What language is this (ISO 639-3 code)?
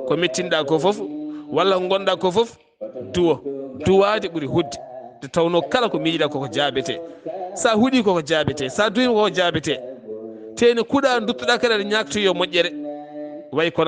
ful